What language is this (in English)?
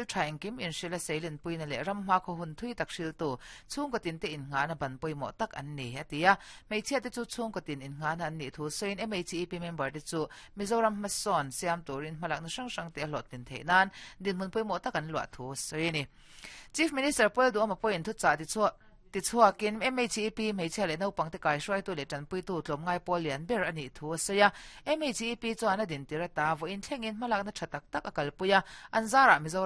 Mizo